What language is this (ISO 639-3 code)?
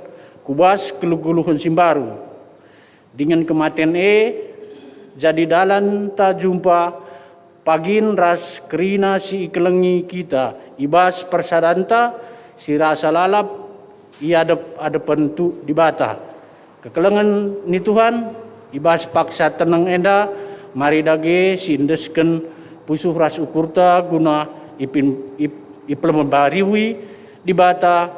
btx